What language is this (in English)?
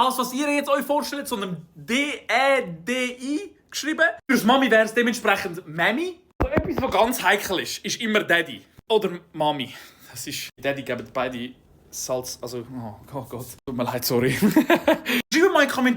Swiss German